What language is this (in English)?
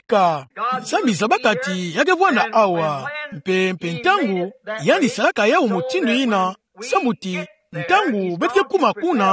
Kituba (Democratic Republic of Congo)